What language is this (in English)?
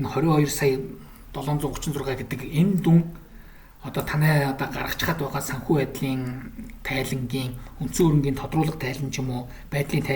Mongolian